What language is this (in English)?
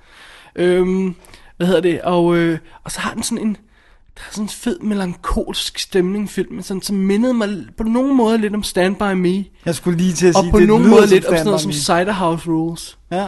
Danish